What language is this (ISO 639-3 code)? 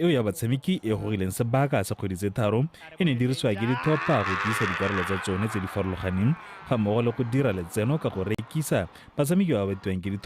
tsn